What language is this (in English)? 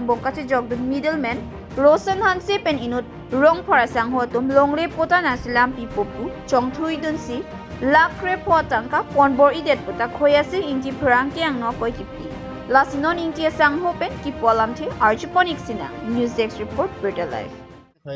Karbi